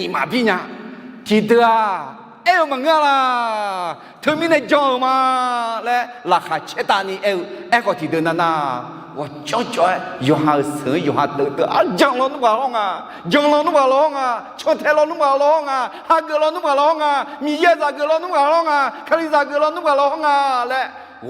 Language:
Akha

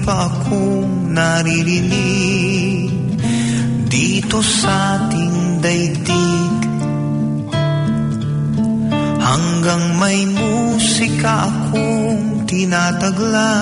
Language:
Filipino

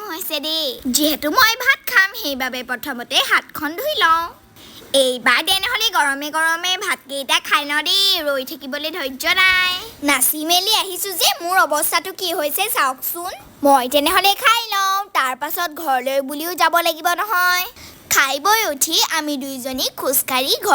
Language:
Assamese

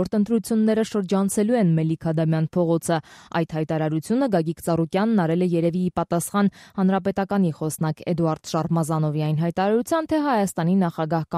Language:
Armenian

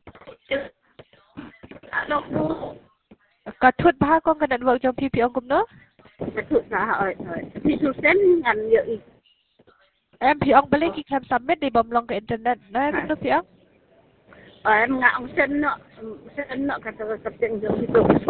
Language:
Khasi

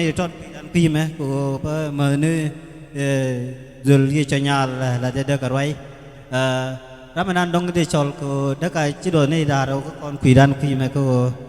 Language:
Nuer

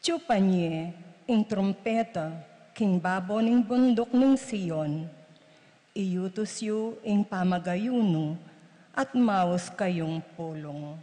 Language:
Pampanga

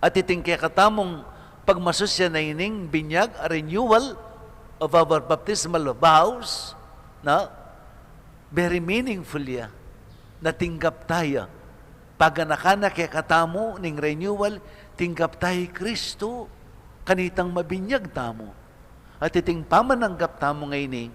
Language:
Pampanga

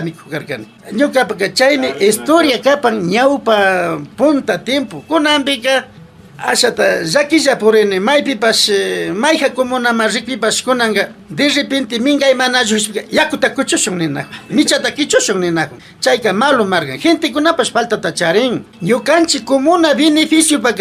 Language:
Imbabura Highland Quichua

